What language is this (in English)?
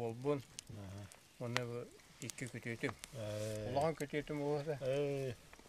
Yakut